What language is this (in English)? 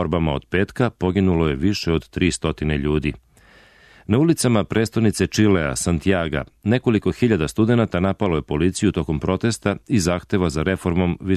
Serbian